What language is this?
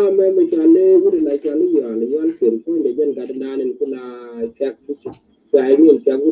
Nuer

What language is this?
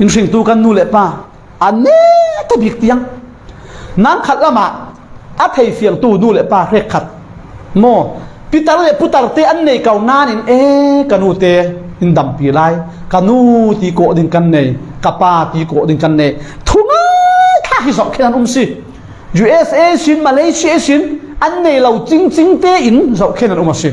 Falam Chin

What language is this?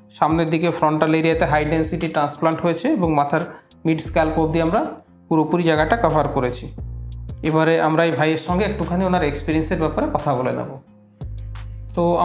Bangla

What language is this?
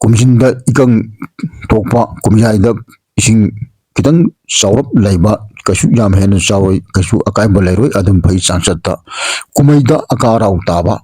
Manipuri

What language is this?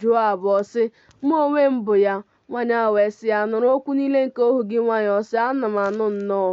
Igbo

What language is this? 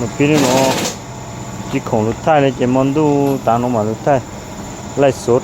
Hmong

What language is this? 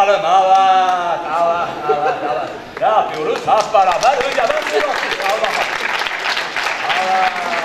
Turkish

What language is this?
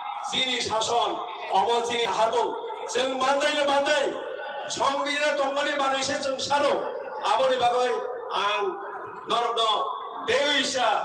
Kok Borok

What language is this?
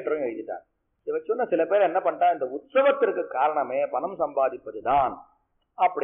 Tamil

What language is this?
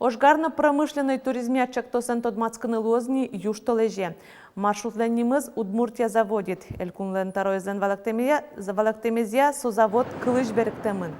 Udmurt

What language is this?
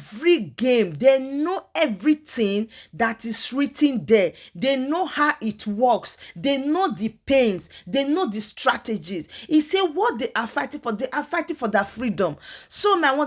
Nigerian Pidgin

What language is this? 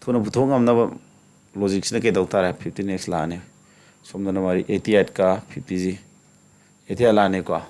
Manipuri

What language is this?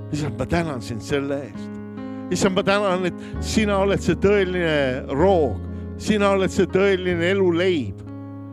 Estonian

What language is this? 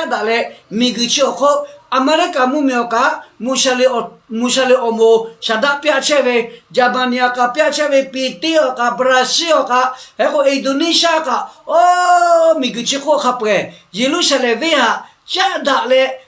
Lahu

